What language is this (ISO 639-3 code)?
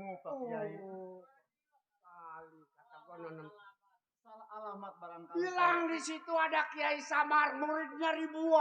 bew